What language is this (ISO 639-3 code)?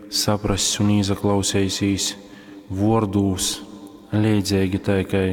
ltg